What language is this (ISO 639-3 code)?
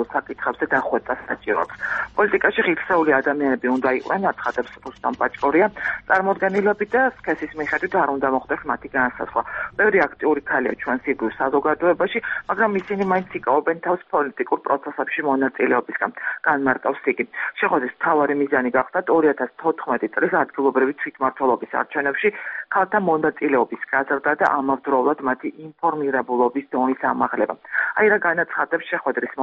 kat